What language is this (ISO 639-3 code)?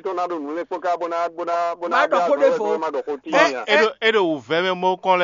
fon